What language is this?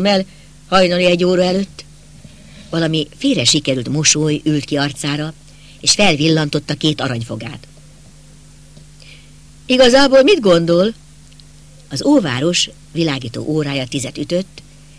Hungarian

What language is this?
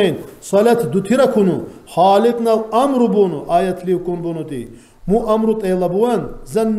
Lak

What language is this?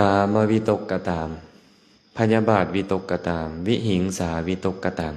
Lao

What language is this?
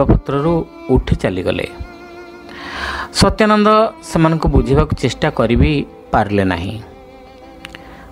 Odia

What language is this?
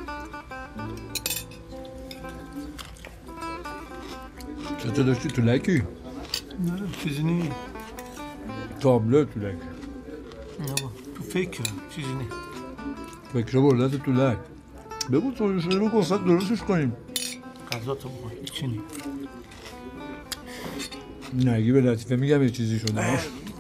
Persian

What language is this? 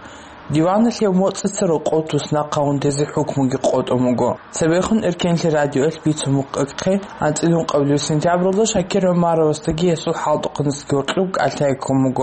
Avaric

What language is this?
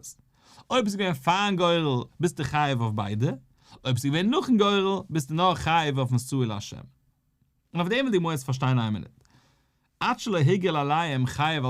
Yiddish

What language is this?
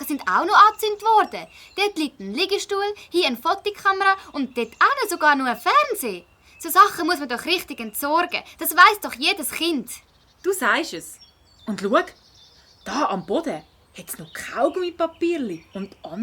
Swiss German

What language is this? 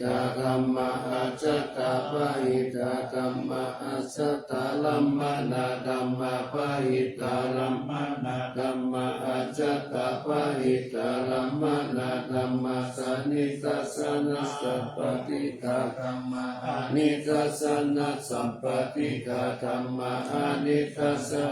Pali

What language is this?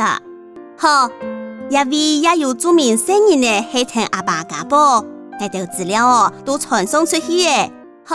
Hakka Chinese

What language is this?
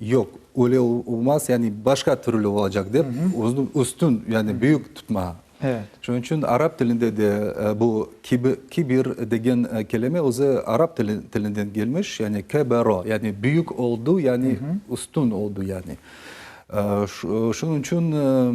Crimean Tatar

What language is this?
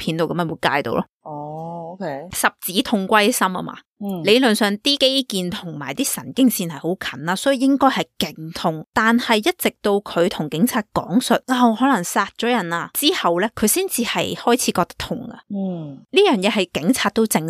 Cantonese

